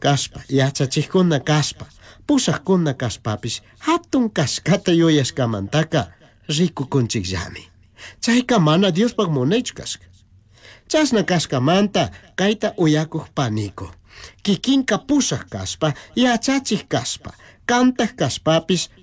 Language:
Chimborazo Highland Quichua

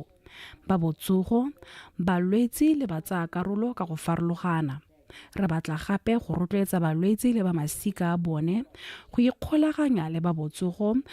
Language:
Tswana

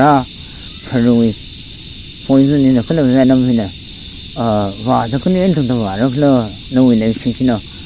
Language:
Tangkhul Naga (India)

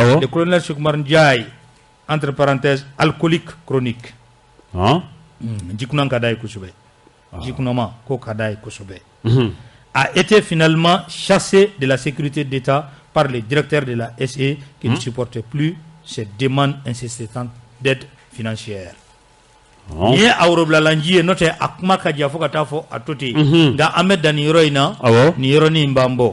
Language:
Bambara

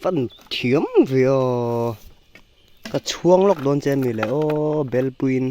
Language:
Mizo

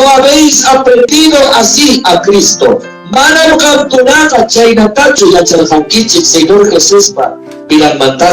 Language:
Ayacucho Quechua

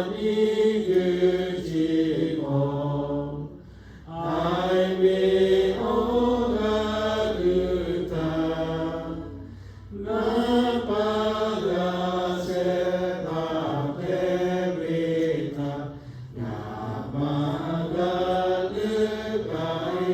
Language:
Lahu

